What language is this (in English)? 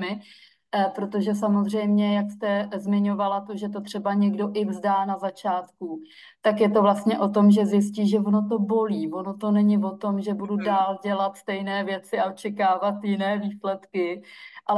Czech